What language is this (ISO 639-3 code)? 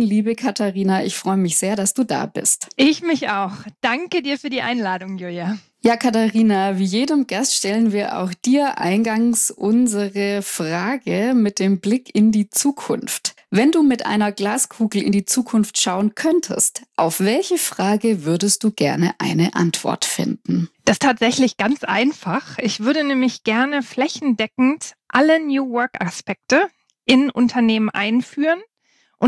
deu